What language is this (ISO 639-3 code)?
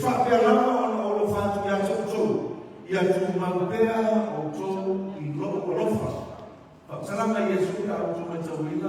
smo